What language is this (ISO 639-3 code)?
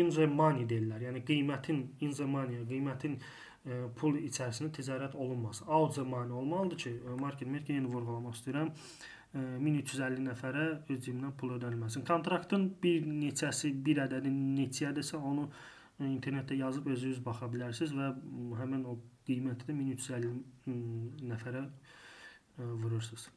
aze